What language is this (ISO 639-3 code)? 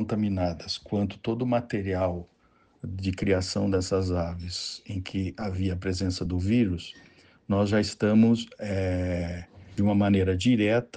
por